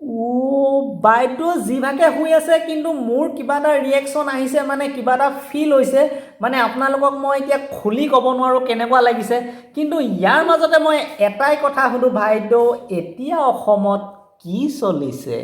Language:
Assamese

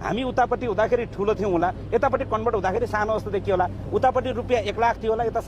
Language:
Nepali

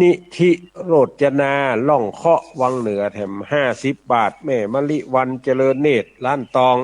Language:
Northern Thai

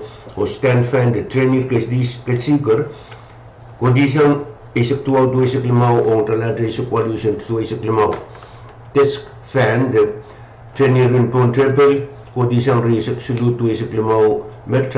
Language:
Pohnpeian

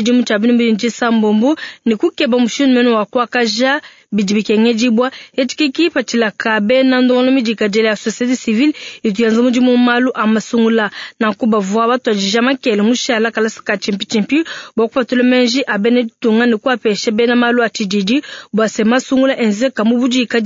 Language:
Luba-Lulua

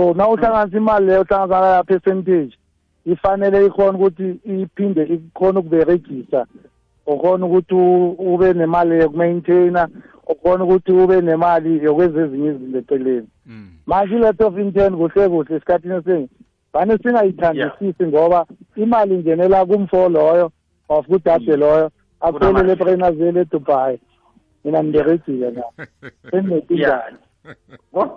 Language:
South Ndebele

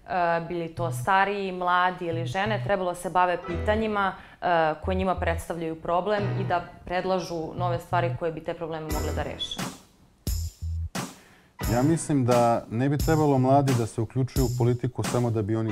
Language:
Serbian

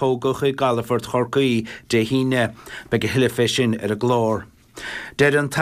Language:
Irish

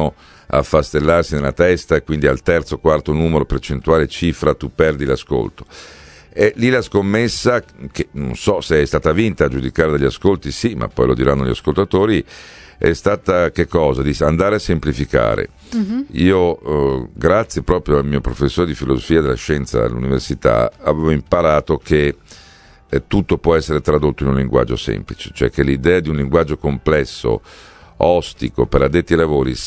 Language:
Italian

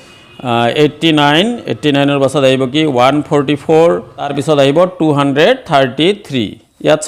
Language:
Assamese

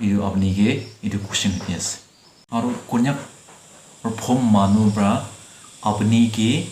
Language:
Naga Pidgin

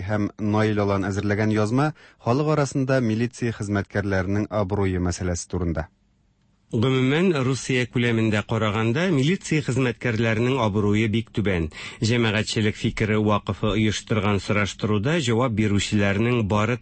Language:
Tatar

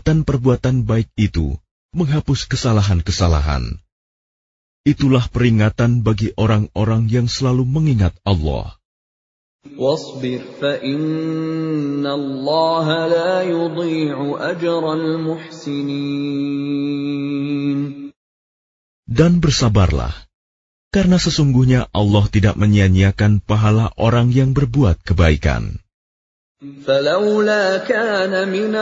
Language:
Indonesian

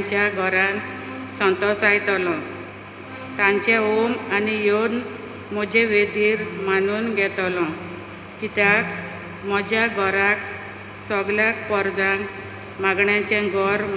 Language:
Konkani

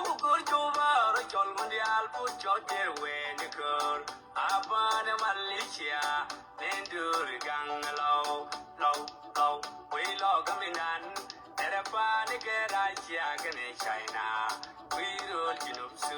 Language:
Nuer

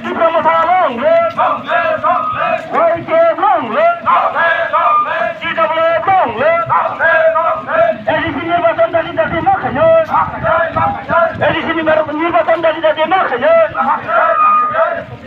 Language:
Kok Borok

